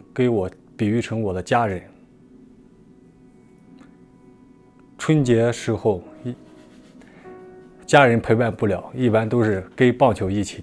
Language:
Chinese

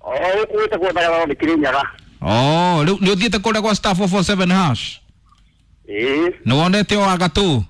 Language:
Kikuyu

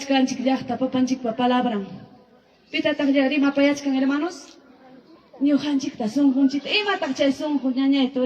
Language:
Ayacucho Quechua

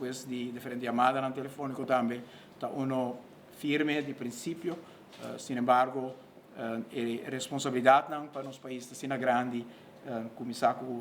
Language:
Papiamento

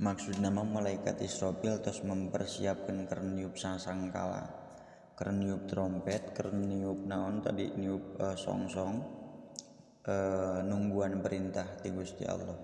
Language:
Sundanese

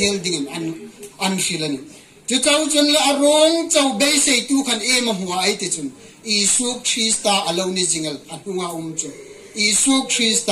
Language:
Hmar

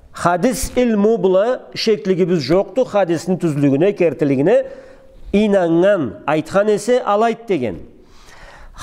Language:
Karachay-Balkar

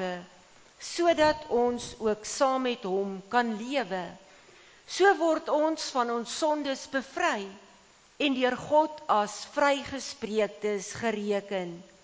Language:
Afrikaans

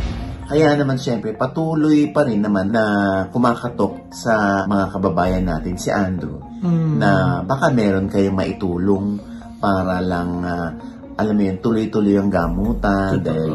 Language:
Filipino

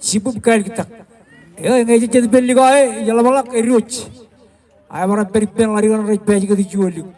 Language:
Marshallese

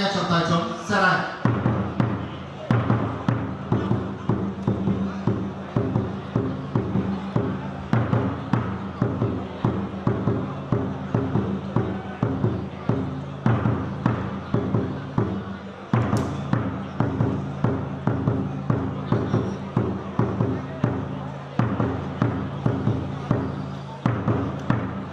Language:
Vietnamese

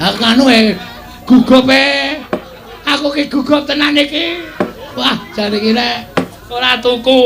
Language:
Javanese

